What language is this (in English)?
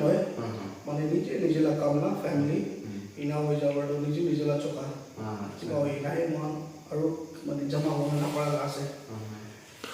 Naga Pidgin